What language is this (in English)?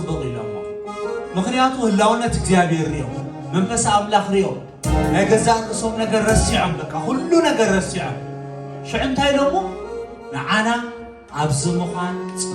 Tigrinya